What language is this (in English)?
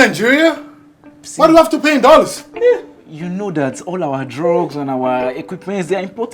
Nigerian Pidgin